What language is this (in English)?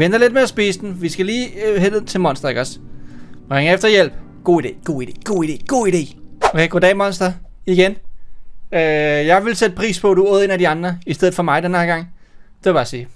Danish